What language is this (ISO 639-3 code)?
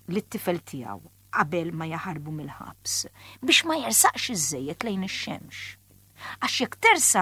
mlt